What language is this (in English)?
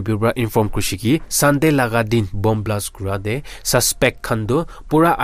Naga Pidgin